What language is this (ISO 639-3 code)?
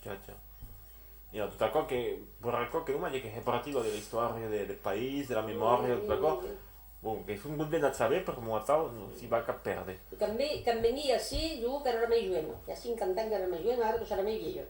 oci